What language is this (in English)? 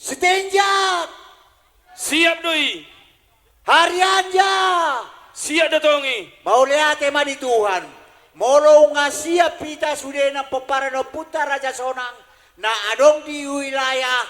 Batak Toba